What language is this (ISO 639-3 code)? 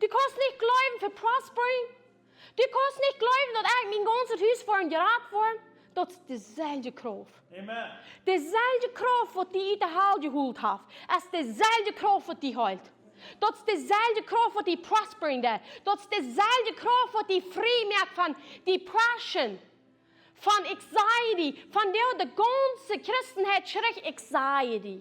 pdt